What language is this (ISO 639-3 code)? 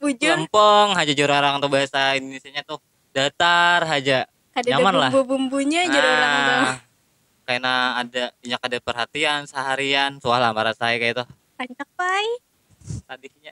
bjn